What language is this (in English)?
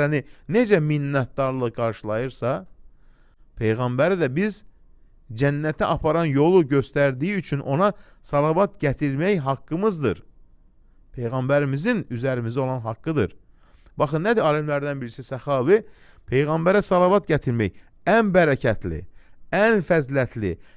Azerbaijani